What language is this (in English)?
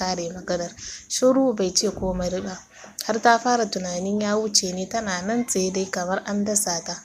Hausa